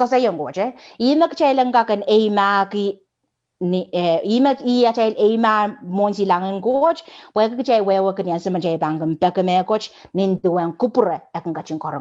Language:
Pohnpeian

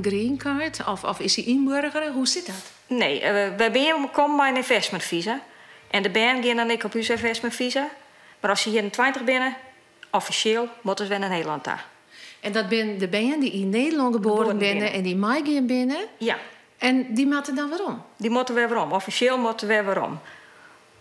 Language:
Western Frisian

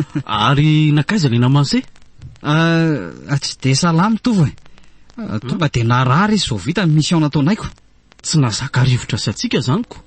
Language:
Malagasy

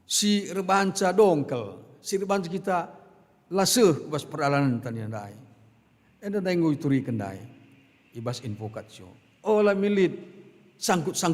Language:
Batak Karo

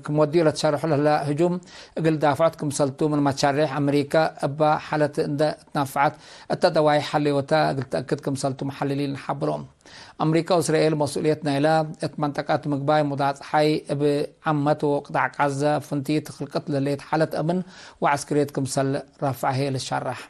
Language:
Tigre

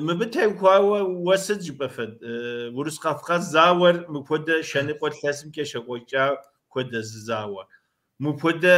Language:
Kabardian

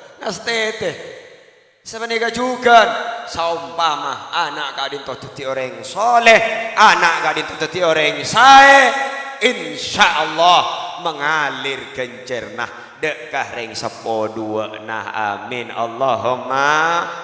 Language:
Madurese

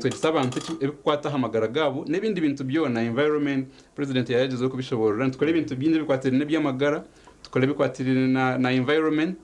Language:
Nyankole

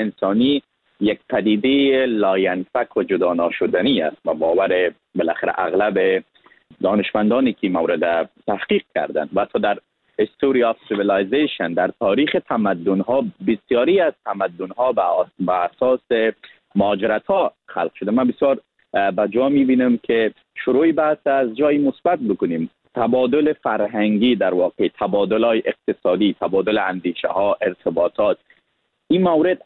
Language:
Persian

